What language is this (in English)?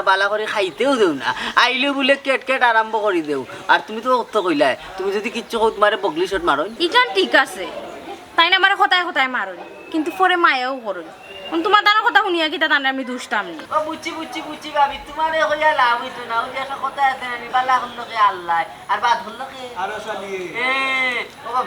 Sylheti